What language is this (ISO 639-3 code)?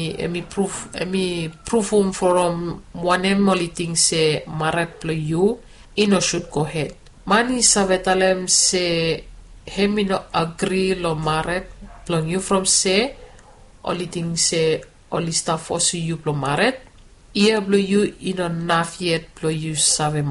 bis